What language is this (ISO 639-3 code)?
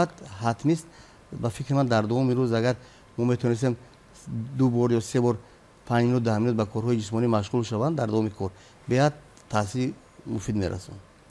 tgk